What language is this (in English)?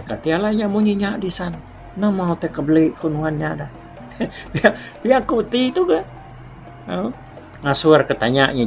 Iban